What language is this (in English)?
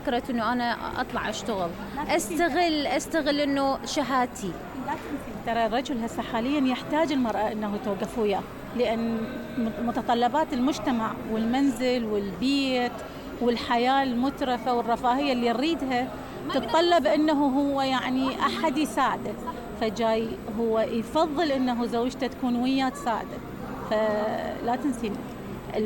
Mesopotamian Arabic